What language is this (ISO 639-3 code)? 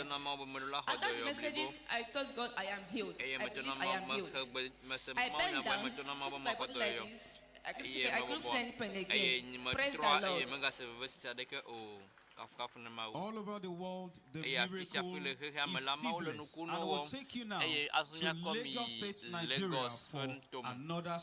ewe